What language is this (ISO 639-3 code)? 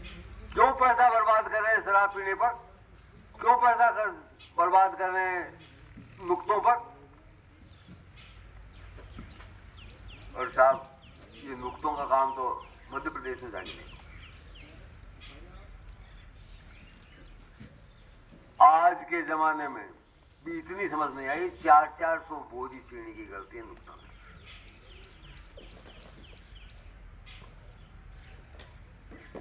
hin